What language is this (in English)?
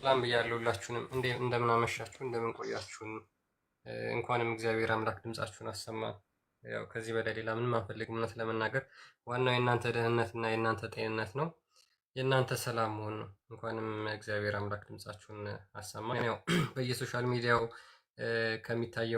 Amharic